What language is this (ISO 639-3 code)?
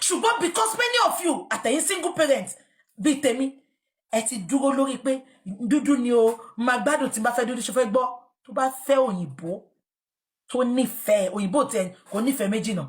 yor